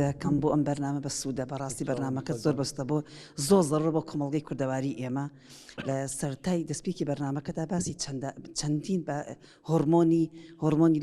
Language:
Central Kurdish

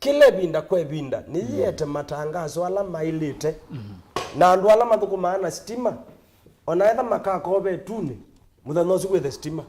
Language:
Kamba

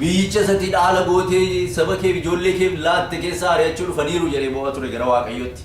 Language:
Oromo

